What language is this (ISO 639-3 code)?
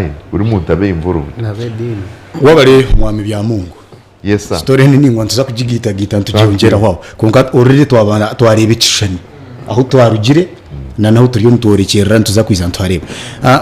nyn